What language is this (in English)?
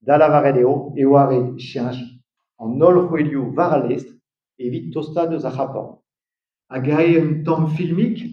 Breton